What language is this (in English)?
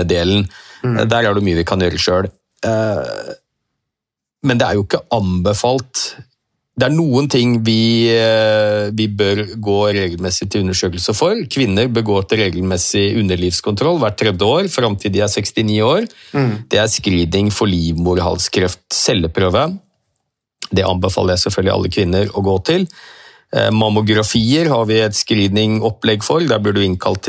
Norwegian